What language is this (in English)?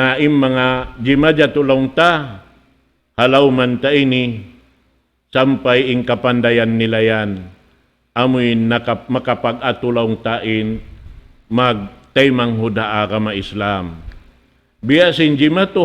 Tausug